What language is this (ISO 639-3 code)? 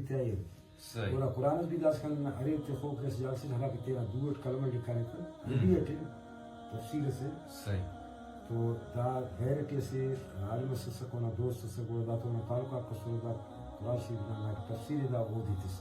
brh